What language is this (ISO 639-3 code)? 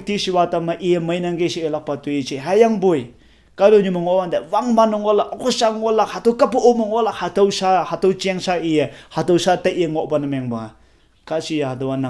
nbe